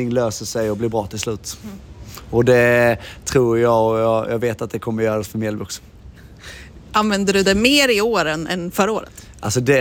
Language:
Swedish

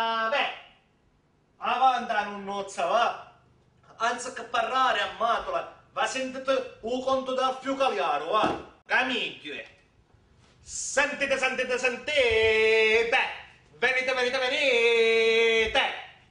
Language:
Sicilian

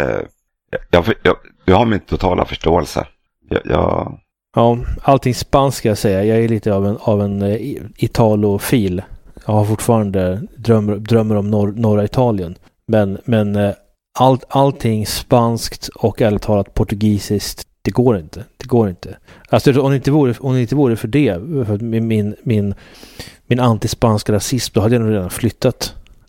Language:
Swedish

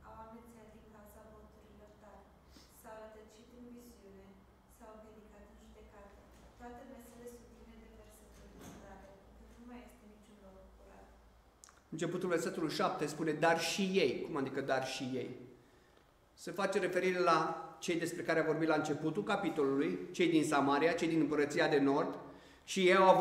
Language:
Romanian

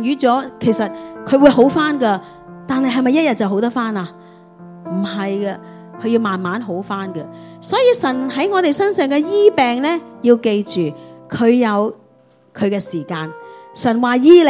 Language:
Cantonese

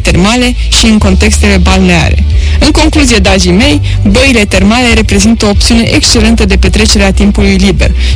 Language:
Romanian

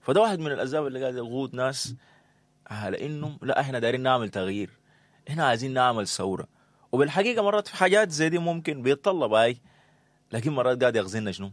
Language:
Sudanese Arabic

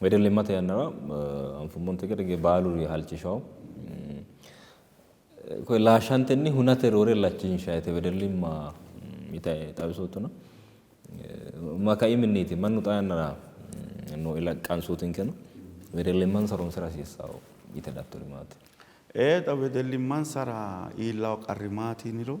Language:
Sidamo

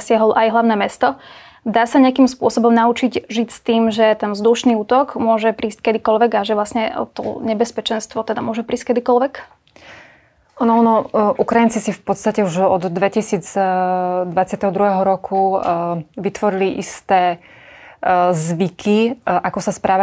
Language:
Slovak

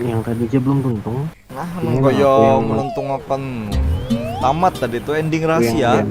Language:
Banjar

